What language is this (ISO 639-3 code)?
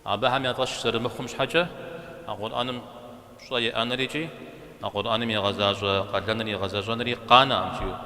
kbd